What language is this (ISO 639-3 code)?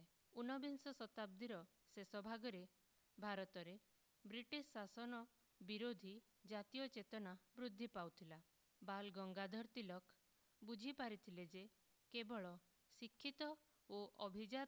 ori